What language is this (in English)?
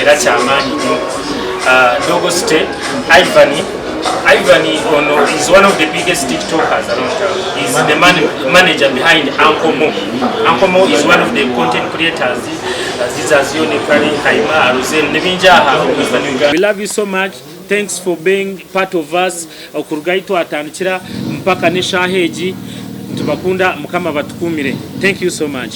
Nyankole